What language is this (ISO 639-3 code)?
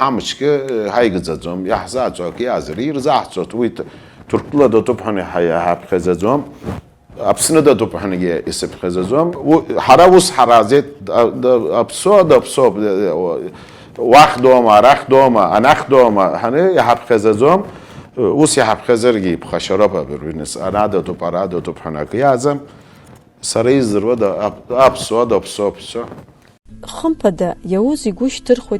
abk